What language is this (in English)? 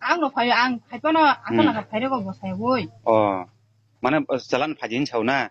Kok Borok